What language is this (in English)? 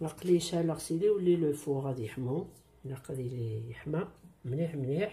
Kabyle